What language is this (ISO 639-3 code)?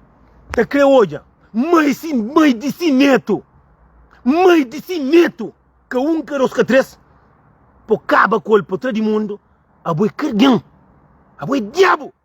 kea